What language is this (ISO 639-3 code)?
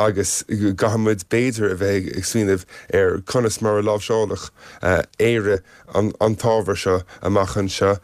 gle